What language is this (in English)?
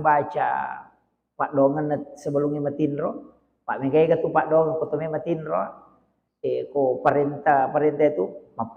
Buginese